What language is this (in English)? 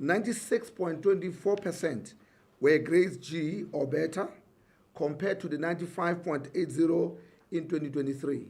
Tswana